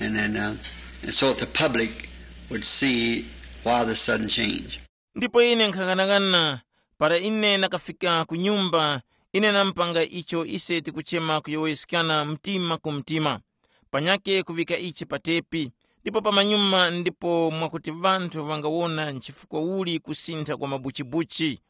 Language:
Tumbuka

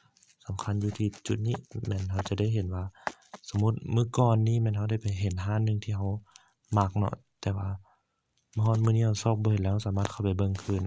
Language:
Lao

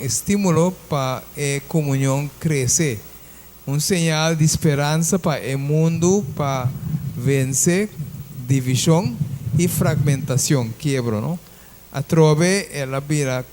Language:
Papiamento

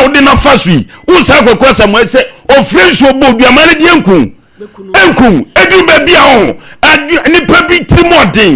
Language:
Akan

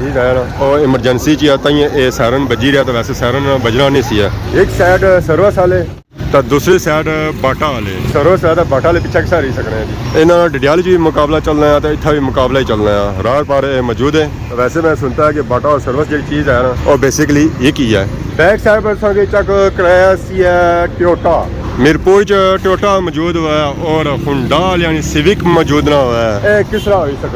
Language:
Pahari-Potwari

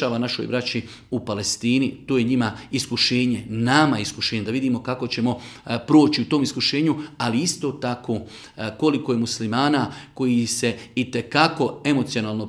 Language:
Bosnian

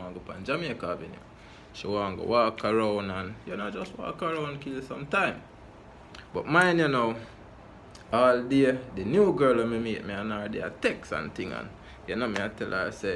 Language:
Jamaican Creole English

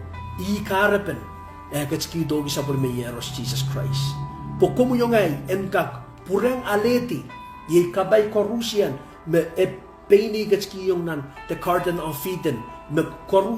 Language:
Pohnpeian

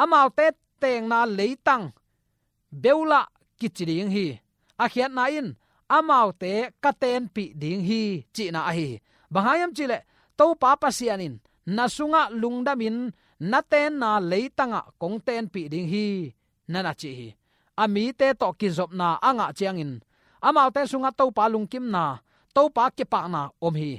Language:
Tedim Chin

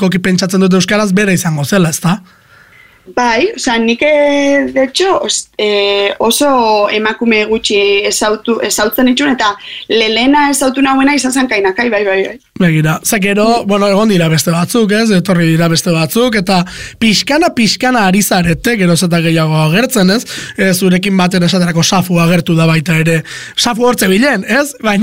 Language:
Basque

